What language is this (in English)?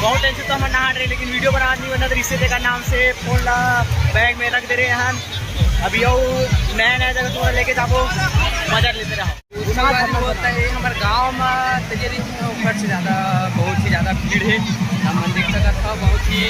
Chhattisgarhi